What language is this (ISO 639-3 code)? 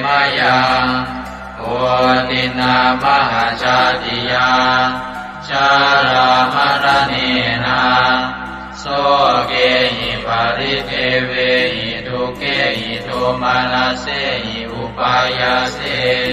pli